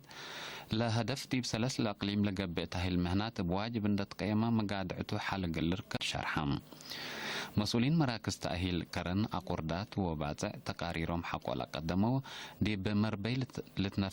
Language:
Tigre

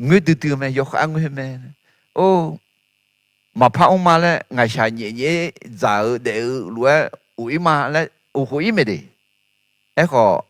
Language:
Akha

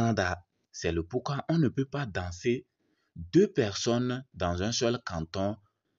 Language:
Kabiyè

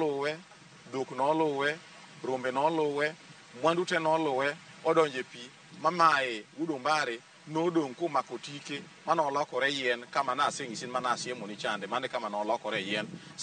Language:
Luo (Kenya and Tanzania)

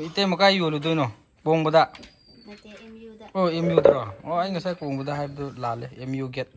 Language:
Manipuri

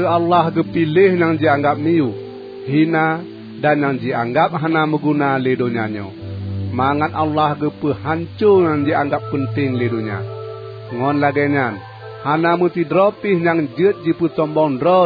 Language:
Achinese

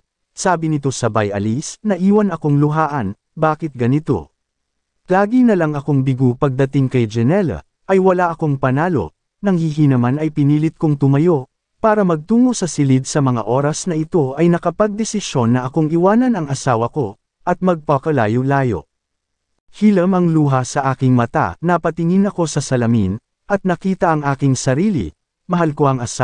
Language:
Filipino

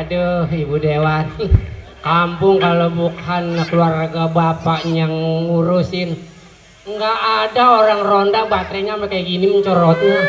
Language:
Betawi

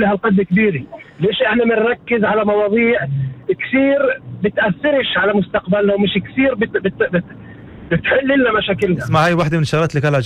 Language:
North Levantine Arabic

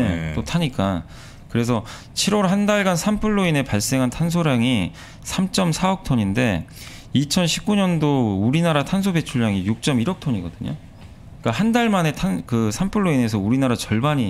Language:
Korean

